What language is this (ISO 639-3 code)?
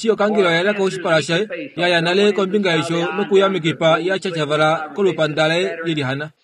kua